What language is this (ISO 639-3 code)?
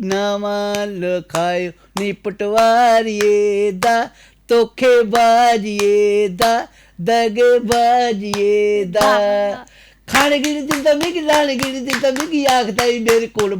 doi